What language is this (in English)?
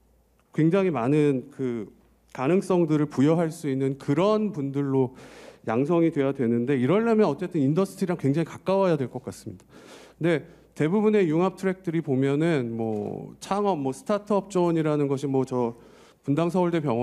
Korean